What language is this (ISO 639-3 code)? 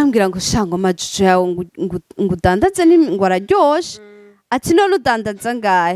run